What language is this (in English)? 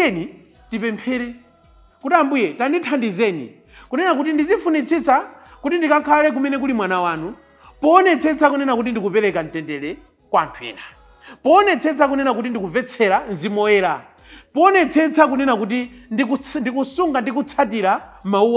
Nyanja